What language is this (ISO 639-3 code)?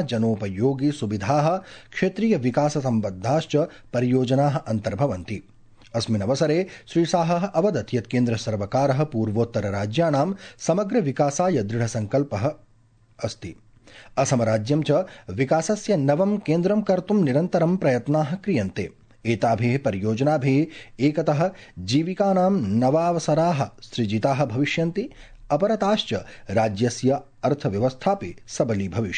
san